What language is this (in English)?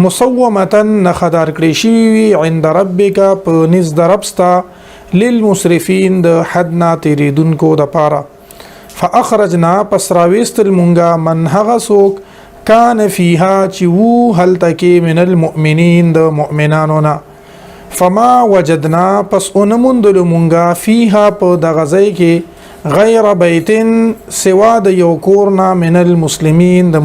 Pashto